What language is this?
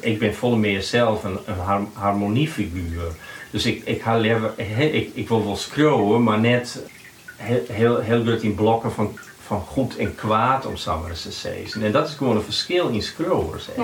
Western Frisian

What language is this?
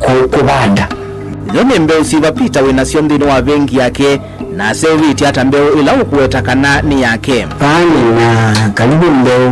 Kamba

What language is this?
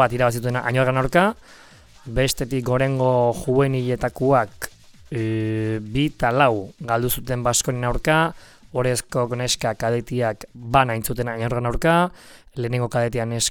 Basque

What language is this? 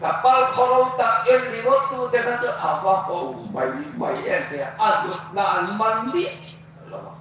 Hmar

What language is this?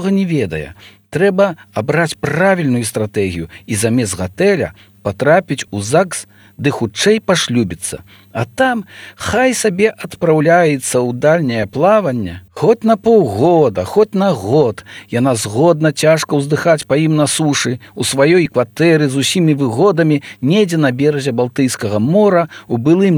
Belarusian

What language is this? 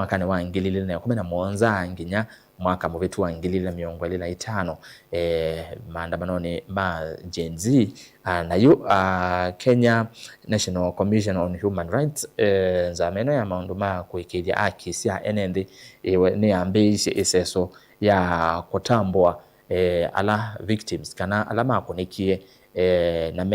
Kamba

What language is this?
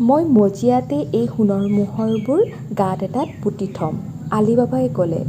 Assamese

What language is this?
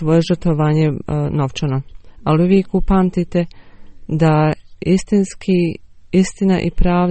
Bosnian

